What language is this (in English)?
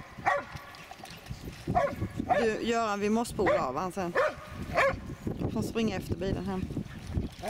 Swedish